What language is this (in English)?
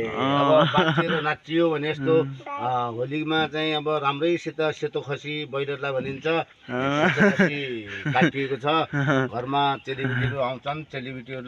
Nepali